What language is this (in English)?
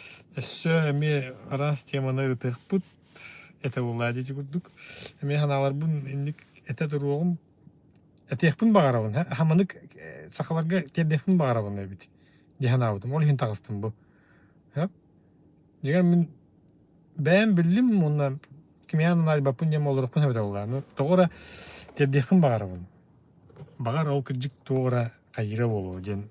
Yakut